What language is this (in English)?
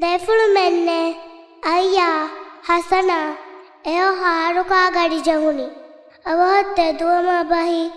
Divehi